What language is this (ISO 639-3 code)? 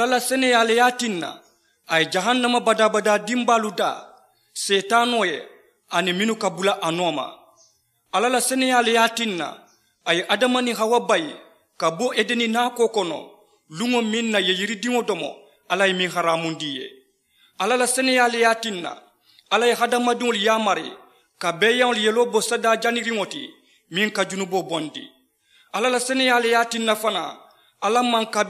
man